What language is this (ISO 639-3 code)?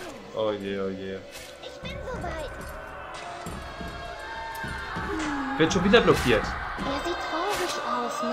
deu